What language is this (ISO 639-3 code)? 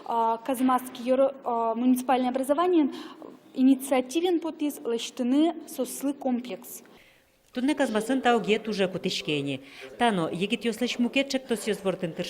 udm